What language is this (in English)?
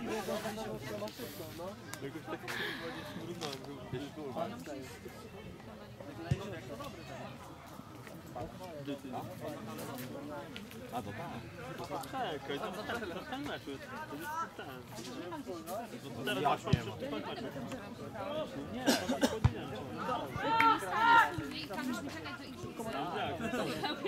Polish